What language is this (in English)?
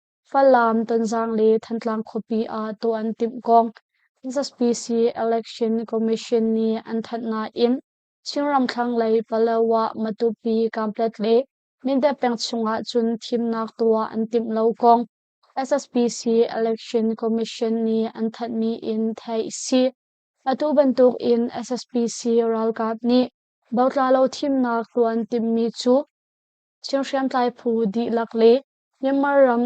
Hakha Chin